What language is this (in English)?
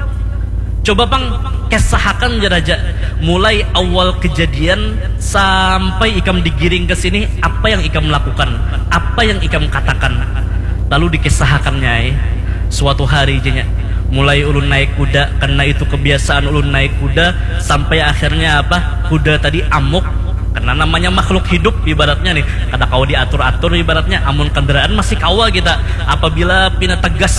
Banjar